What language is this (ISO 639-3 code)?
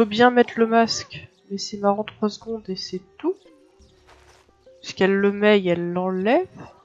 fra